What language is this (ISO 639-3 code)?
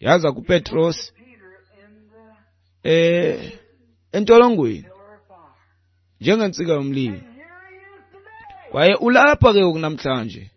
xho